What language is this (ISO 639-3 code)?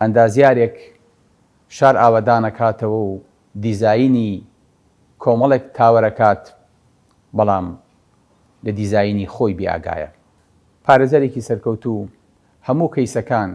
ckb